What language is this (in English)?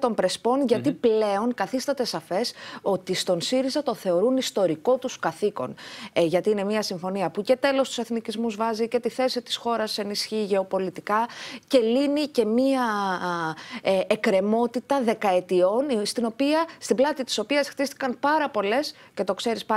Greek